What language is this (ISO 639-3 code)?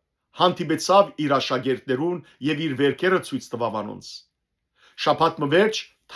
hyw